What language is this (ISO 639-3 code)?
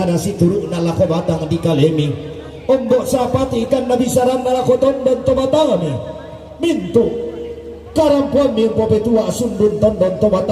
sda